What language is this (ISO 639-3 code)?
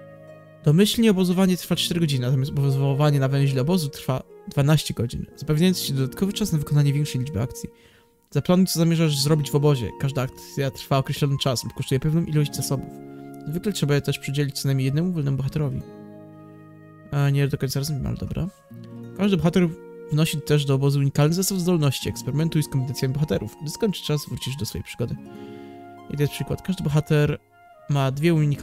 pol